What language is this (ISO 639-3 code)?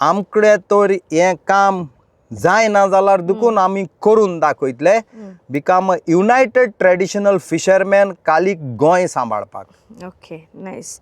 kok